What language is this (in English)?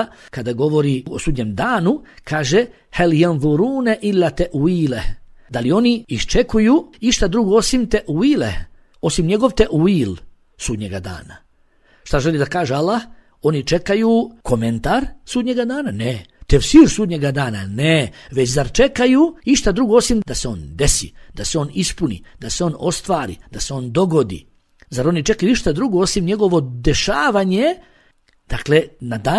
Bosnian